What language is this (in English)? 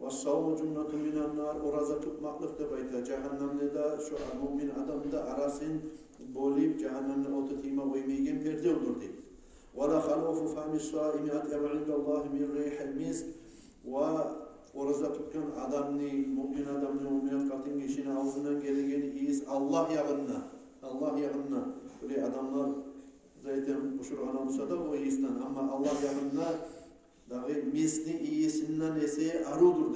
Kumyk